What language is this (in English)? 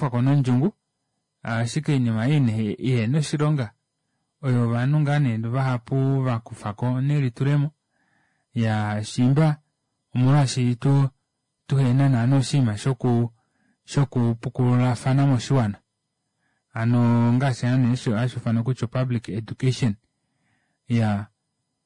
Kuanyama